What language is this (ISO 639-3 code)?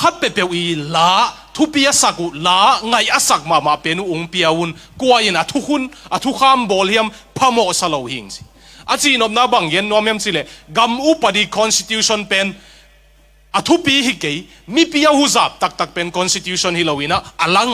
ctd